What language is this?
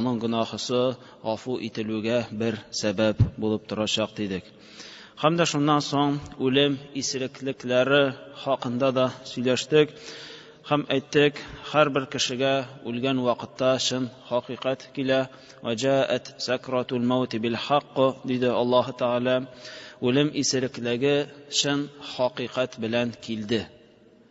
Tatar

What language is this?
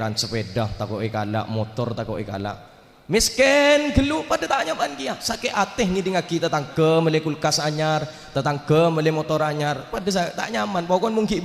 Madurese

